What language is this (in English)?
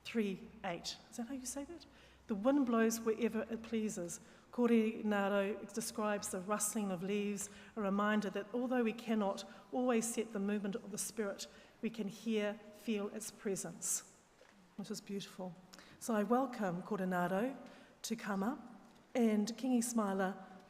Māori